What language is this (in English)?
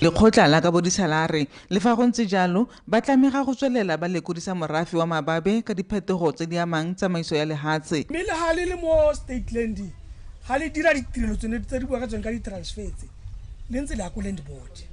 Tswana